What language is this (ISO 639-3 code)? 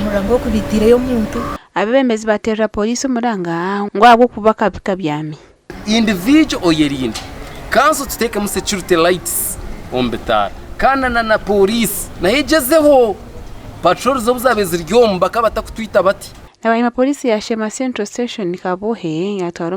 nyn